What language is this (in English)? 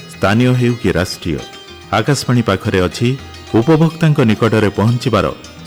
Odia